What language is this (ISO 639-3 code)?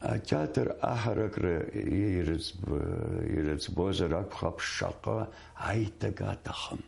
abk